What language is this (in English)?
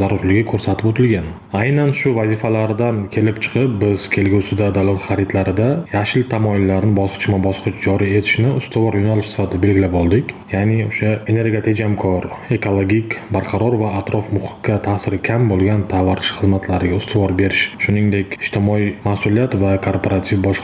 Uzbek